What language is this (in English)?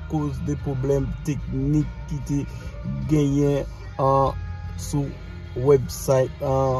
Haitian Creole